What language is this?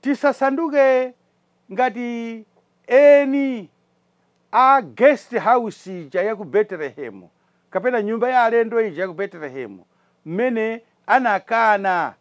Nyanja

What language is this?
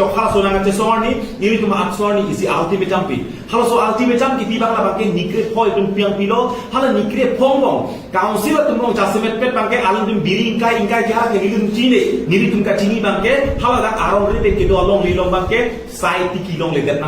Karbi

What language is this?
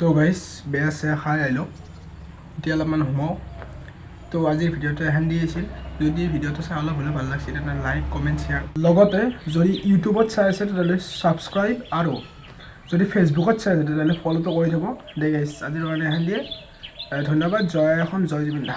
Assamese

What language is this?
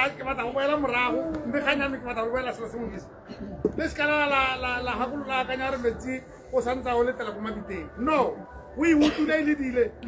Tswana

